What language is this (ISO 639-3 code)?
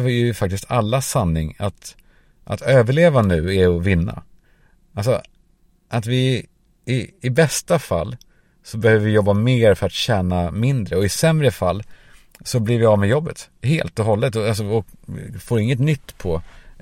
swe